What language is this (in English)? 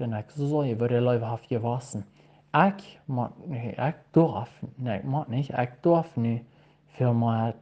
Plautdietsch